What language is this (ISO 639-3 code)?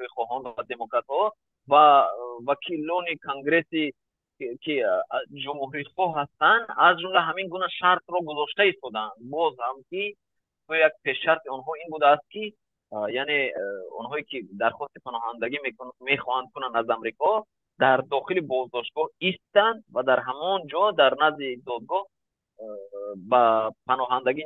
tgk